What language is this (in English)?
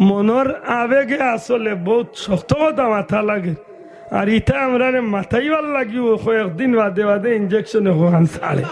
Sylheti